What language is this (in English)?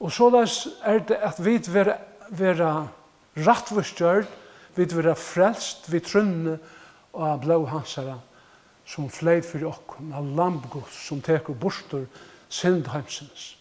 Faroese